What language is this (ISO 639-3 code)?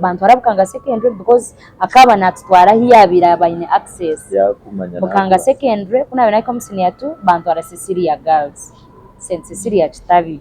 nyn